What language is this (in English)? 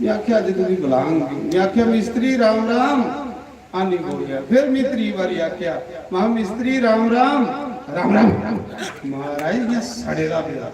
Dogri